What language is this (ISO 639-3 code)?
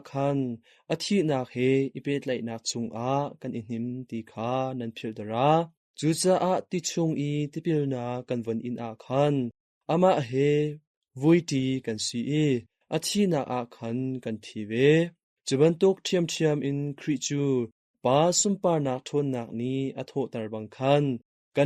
cnh